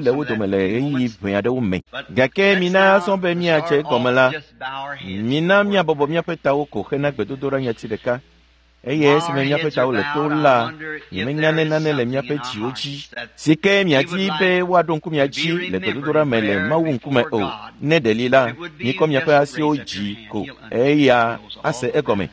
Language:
Ewe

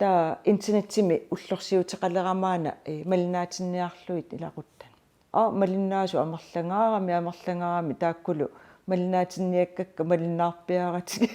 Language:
Kalaallisut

